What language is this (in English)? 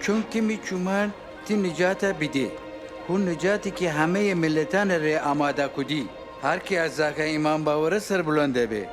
Gilaki